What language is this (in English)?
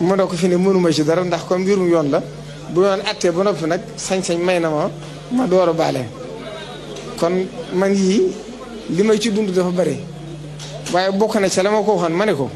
Wolof